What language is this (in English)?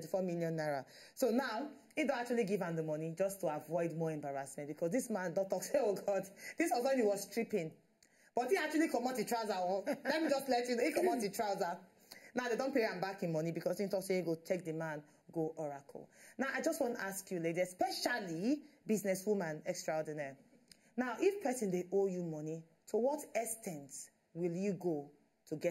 Nigerian Pidgin